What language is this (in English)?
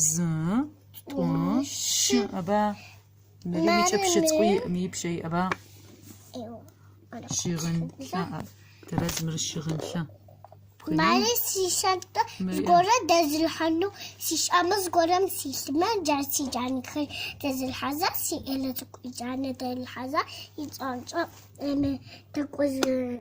Adyghe